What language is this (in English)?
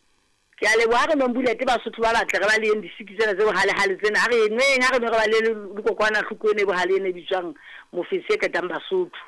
Southern Sotho